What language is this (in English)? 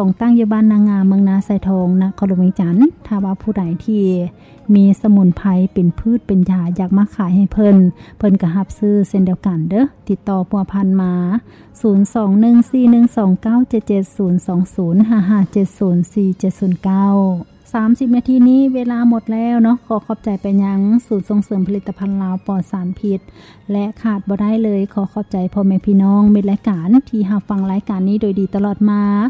Lao